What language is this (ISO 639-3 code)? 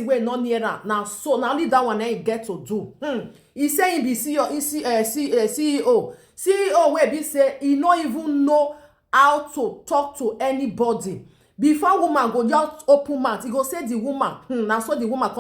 pcm